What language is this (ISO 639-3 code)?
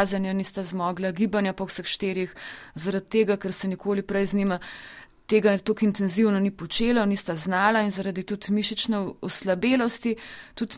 slv